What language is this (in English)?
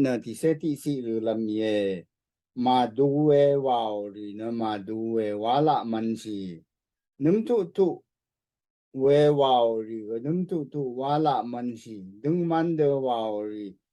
Rawang